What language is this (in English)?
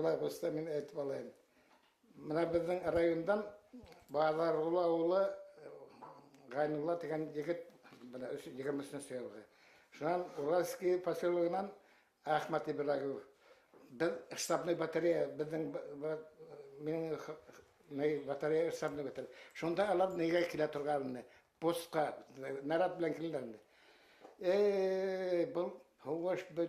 Bashkir